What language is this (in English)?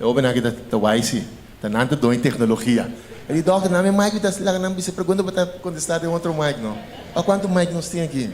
Papiamento